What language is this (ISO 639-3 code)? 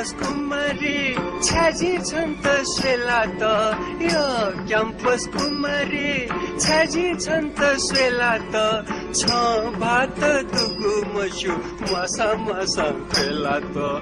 new